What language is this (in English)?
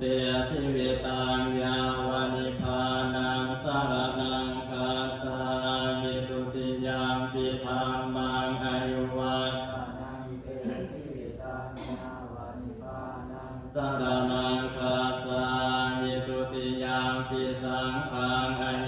Pali